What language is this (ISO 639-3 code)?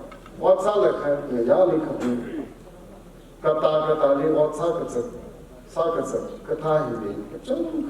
nmf